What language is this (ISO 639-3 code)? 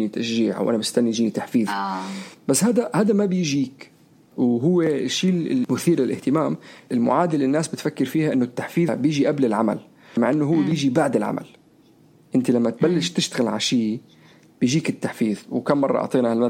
apc